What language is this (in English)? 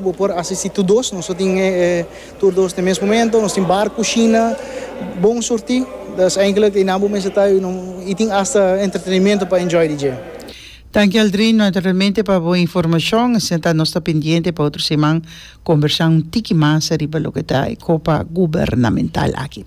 Papiamento